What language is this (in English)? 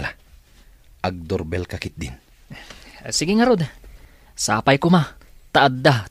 Iloko